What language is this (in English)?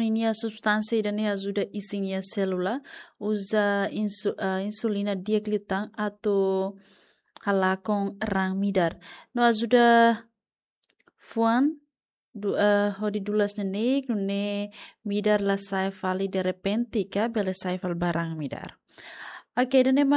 Tetum